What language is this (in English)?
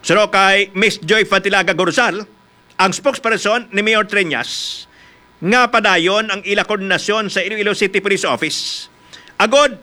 Hiligaynon